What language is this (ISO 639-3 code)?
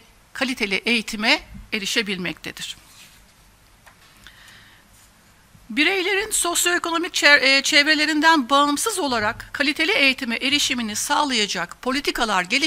tur